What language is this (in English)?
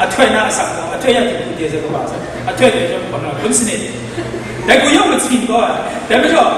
Kachin